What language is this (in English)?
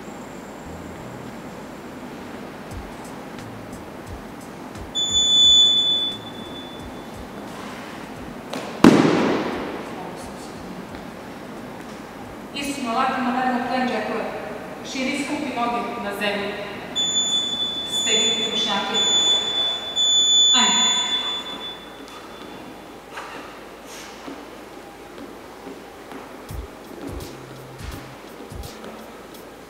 Serbian